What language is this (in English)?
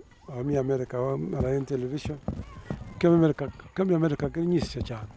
Kalenjin